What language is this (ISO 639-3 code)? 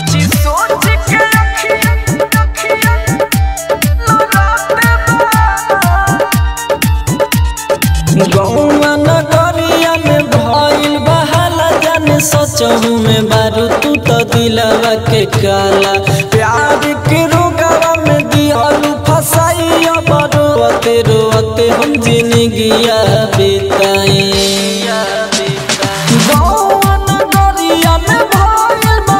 bho